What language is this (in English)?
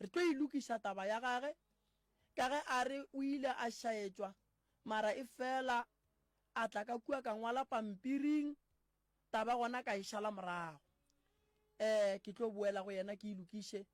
Northern Sotho